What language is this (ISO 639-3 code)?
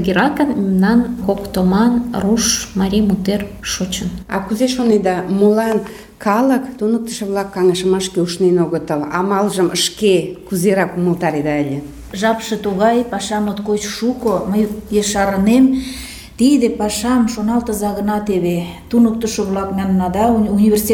chm